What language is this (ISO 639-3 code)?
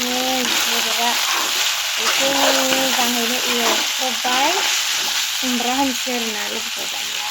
brx